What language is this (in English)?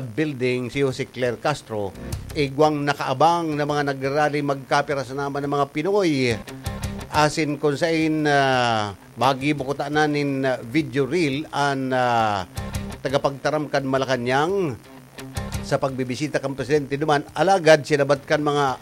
Bikol